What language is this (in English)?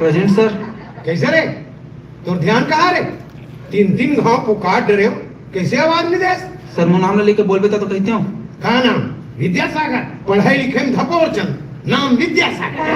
Chhattisgarhi